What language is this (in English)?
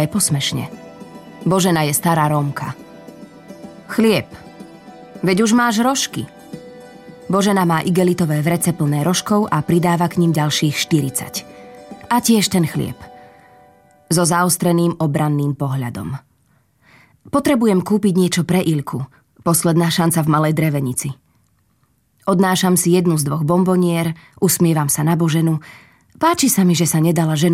Slovak